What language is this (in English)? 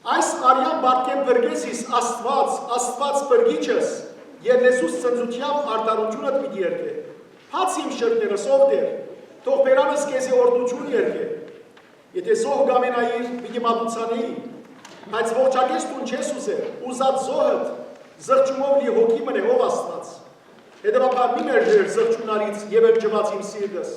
Western Armenian